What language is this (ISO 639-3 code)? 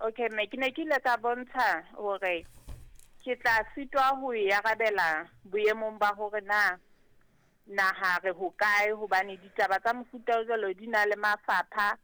sot